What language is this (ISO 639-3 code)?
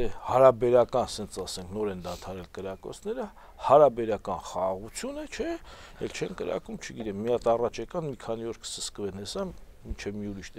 hye